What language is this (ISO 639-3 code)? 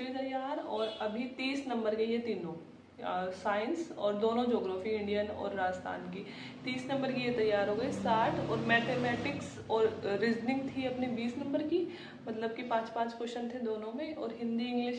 hin